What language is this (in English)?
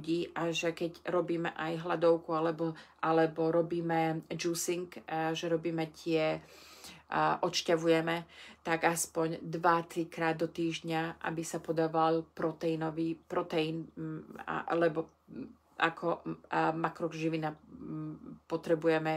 Slovak